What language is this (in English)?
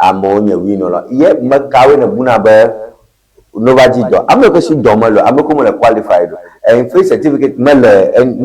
Ewe